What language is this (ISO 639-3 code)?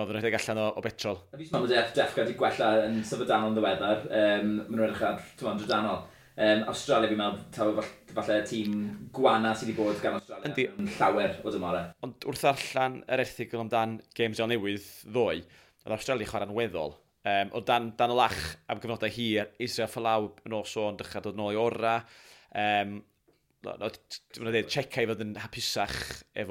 cym